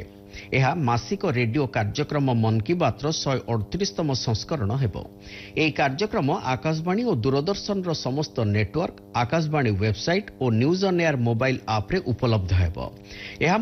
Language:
Odia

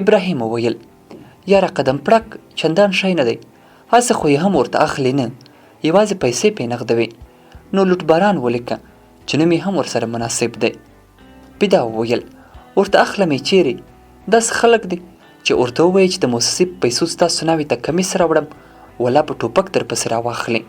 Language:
Pashto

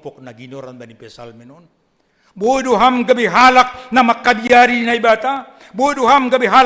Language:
Batak Simalungun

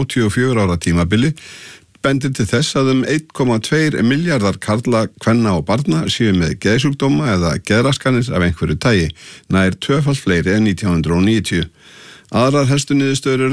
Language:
Icelandic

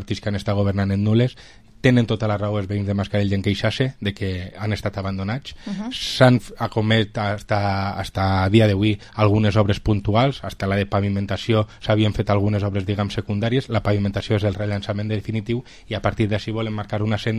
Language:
Catalan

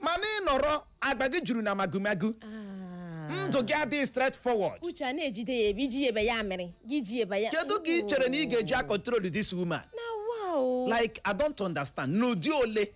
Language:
Igbo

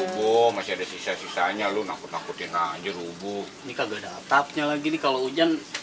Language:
Betawi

